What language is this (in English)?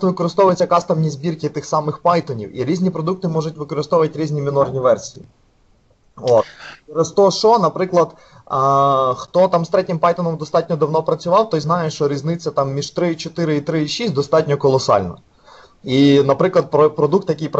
Ukrainian